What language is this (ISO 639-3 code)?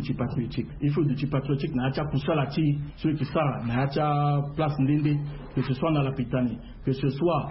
sag